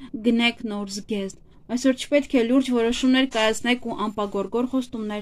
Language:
Armenian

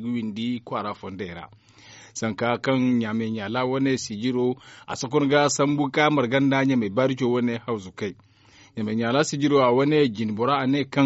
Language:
Zarma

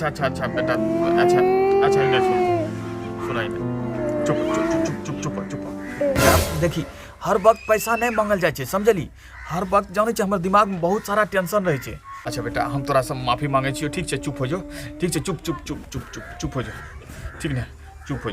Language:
Angika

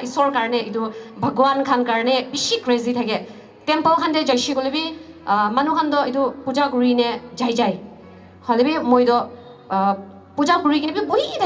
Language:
Naga Pidgin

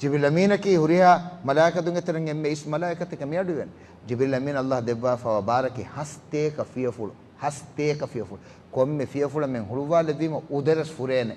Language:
Divehi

